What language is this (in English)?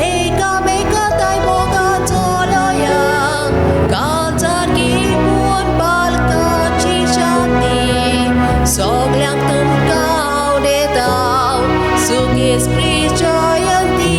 Konkani